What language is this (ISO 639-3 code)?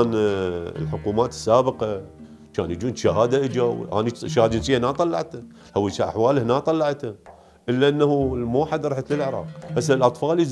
acm